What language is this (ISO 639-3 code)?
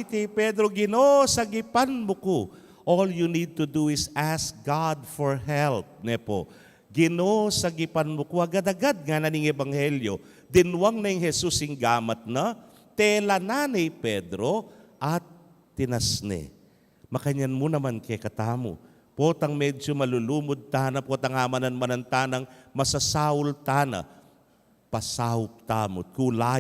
pam